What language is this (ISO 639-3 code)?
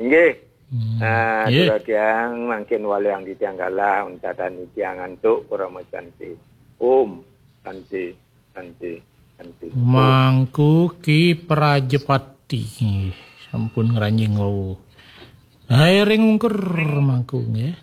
ban